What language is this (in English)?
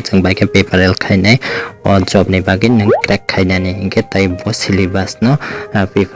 Kok Borok